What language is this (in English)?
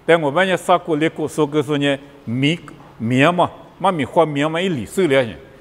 Lisu